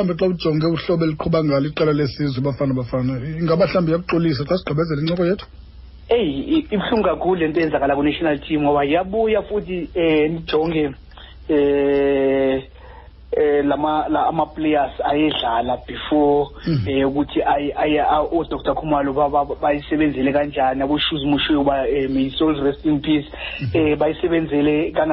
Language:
Xhosa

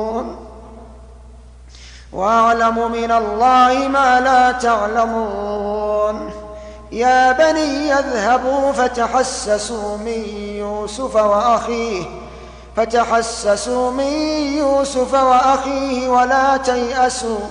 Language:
Arabic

